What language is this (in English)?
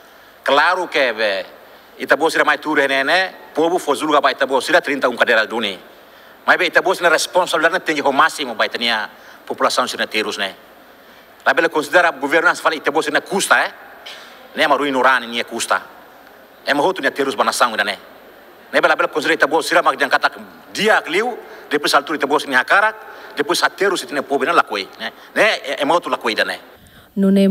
Tetum